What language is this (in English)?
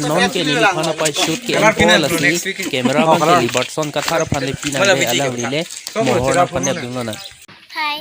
Karbi